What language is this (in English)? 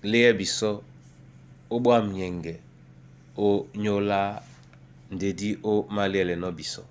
Duala